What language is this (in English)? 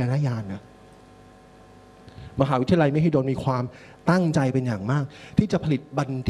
Thai